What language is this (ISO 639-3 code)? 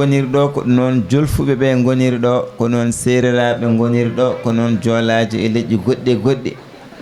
ful